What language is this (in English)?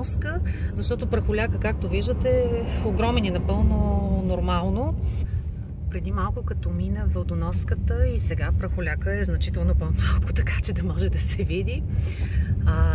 Bulgarian